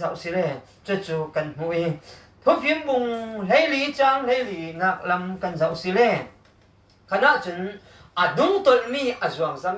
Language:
Falam Chin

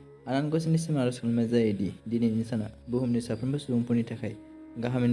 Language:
Bodo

